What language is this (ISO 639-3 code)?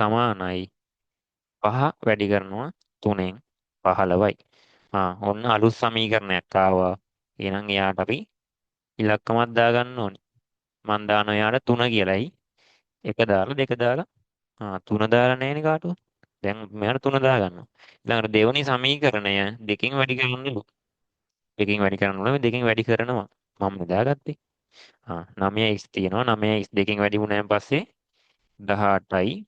sin